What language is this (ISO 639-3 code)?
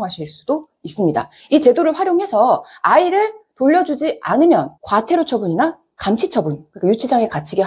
kor